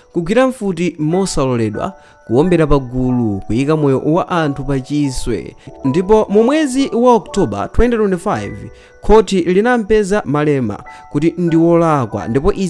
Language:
Nyanja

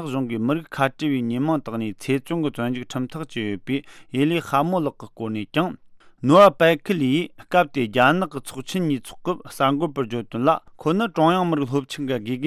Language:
Tibetan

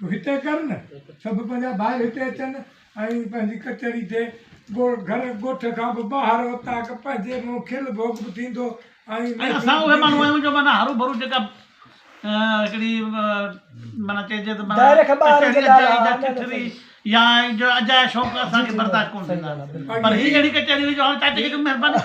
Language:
Sindhi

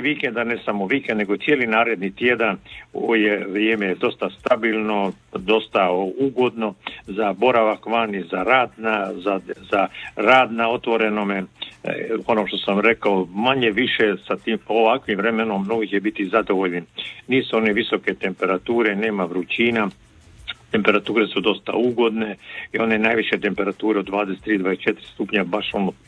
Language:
Croatian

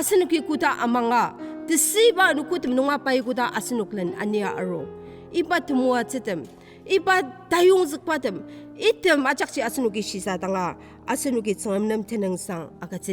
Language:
Ao Naga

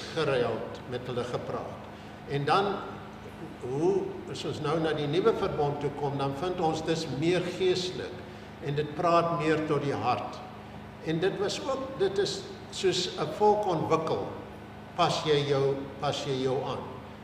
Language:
Afrikaans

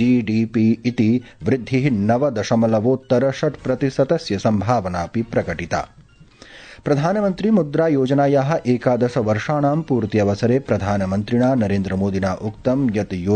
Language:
Sanskrit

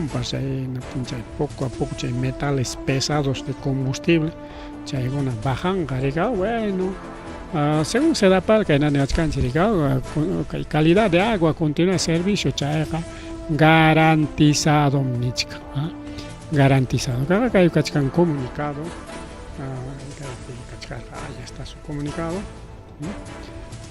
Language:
Ayacucho Quechua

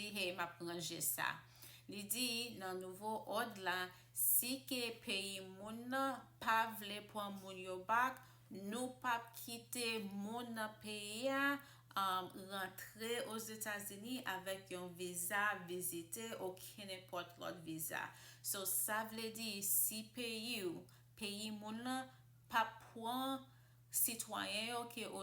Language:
Haitian Creole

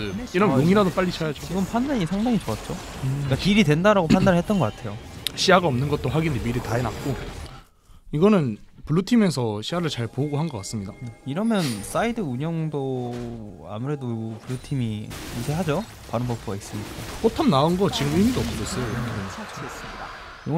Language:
Korean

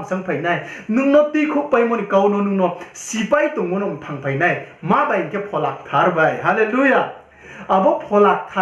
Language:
Riang (India)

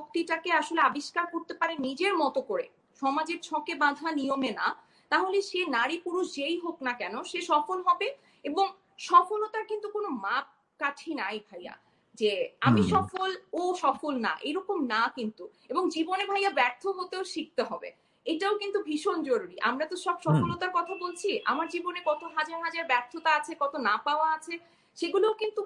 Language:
Bangla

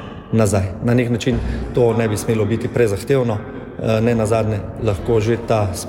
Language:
Slovenian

